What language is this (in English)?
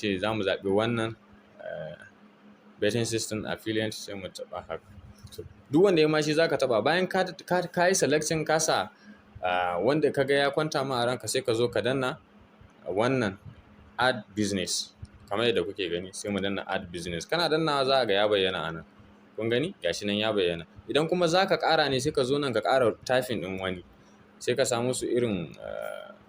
Hausa